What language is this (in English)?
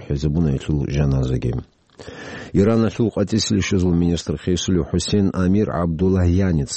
Avaric